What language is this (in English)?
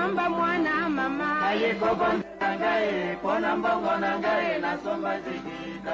French